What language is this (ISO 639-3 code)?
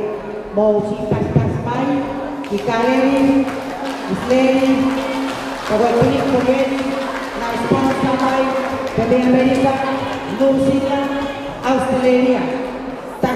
ton